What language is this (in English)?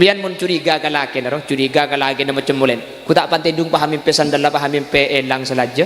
Madurese